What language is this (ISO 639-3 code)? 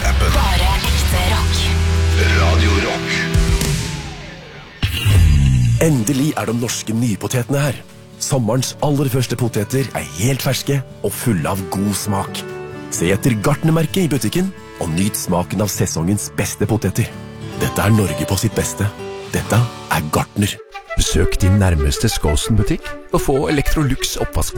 nor